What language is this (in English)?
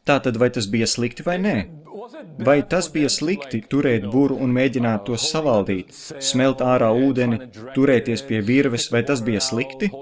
Latvian